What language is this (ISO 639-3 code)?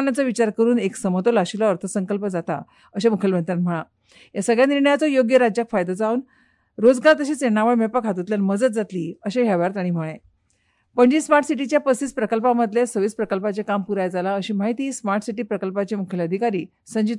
kok